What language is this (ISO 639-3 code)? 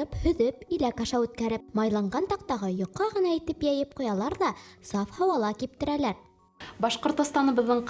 bak